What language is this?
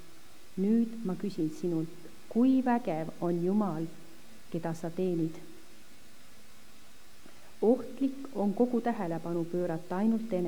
Estonian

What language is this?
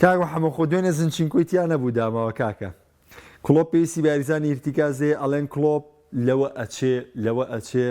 Central Kurdish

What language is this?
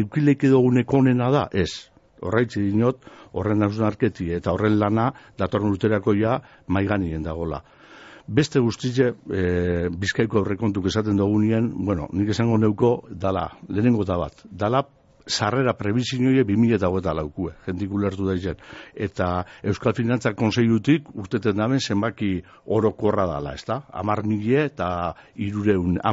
Basque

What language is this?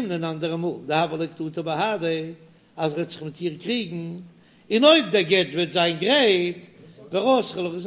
Yiddish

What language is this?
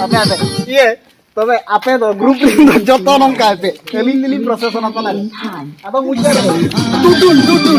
Santali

